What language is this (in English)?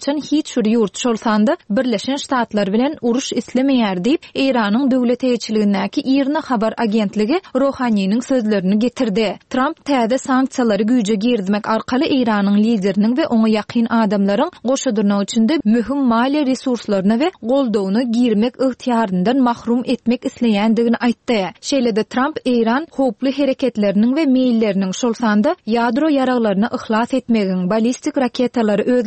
Turkmen